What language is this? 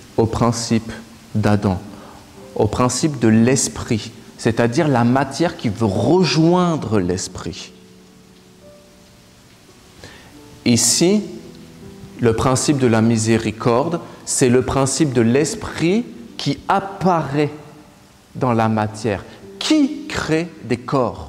French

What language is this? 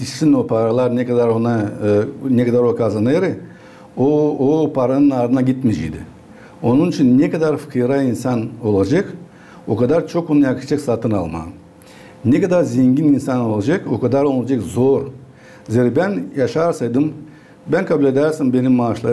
Gagauz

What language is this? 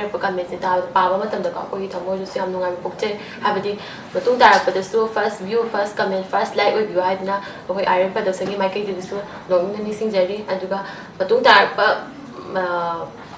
Manipuri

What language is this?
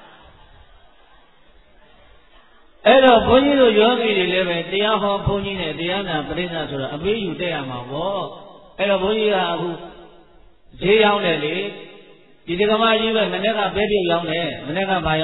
Burmese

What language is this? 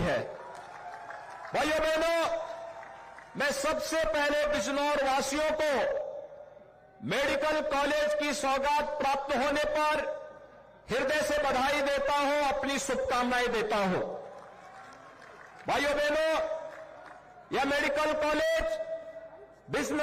Hindi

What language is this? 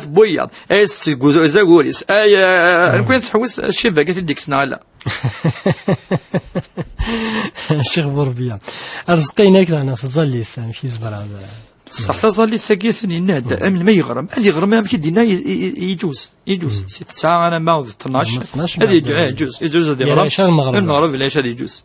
Kabyle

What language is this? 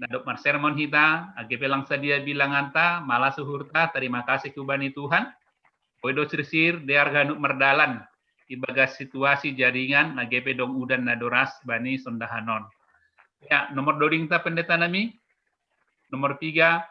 Batak Simalungun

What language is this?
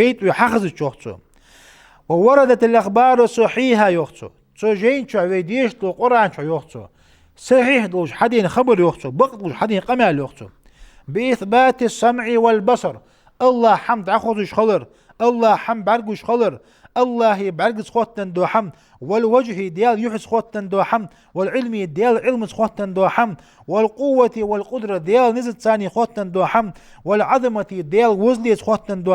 Ingush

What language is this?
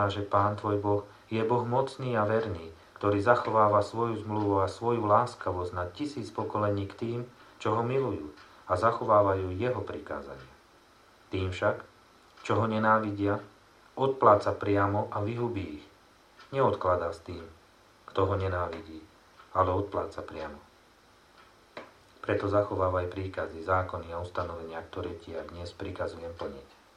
Slovak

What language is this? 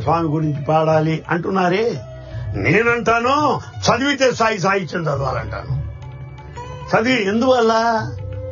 Telugu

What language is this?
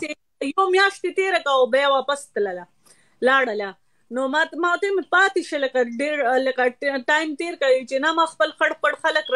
Pashto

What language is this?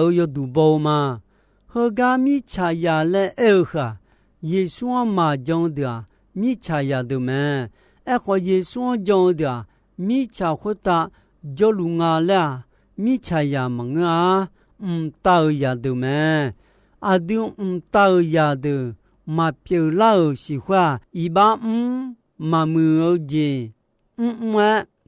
Akha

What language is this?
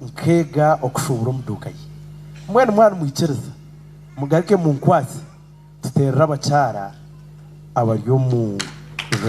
Nyankole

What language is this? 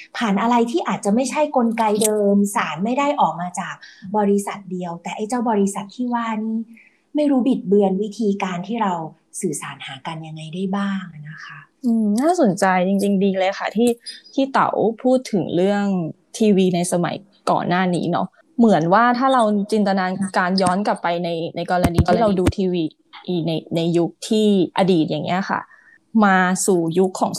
Thai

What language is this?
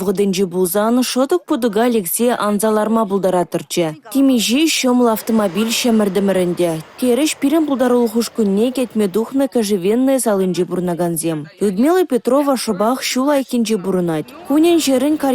Chuvash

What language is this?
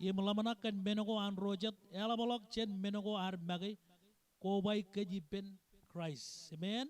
Marshallese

